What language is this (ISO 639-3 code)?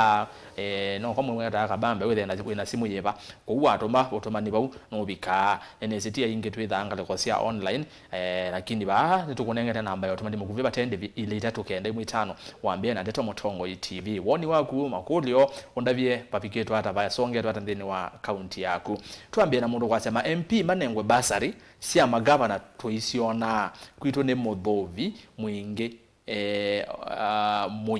kam